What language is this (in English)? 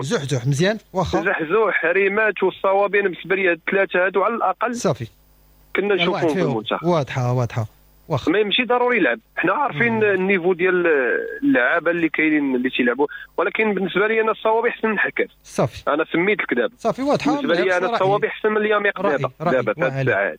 Moroccan Arabic